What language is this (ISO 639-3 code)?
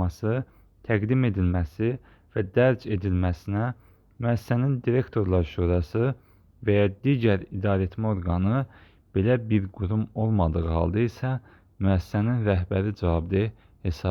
aze